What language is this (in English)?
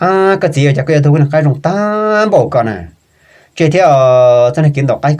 Hmong